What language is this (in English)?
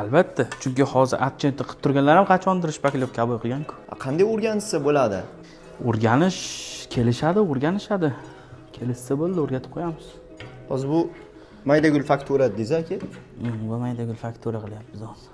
Uzbek